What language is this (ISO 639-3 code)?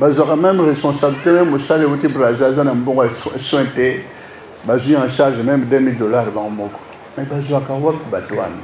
lin